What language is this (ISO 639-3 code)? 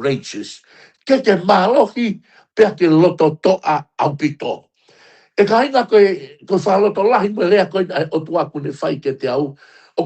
ton